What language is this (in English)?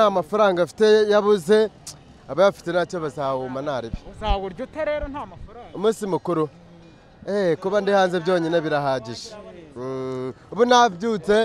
Kinyarwanda